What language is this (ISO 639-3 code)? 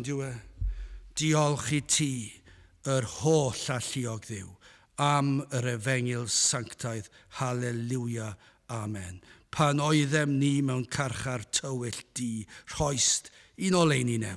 cym